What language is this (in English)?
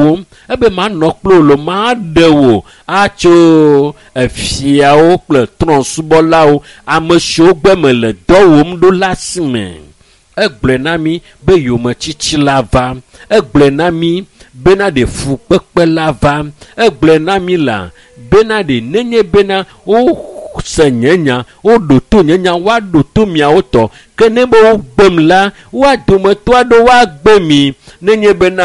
Ewe